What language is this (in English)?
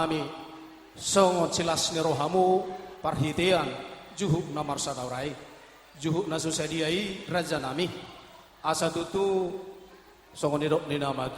Batak Toba